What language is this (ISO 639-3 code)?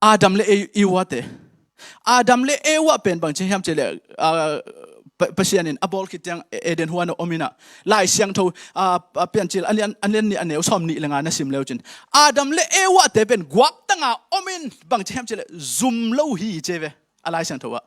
ctd